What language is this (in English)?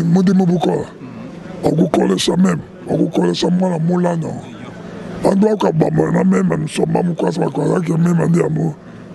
Luba-Lulua